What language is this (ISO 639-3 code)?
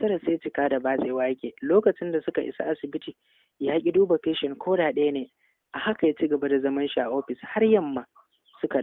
hau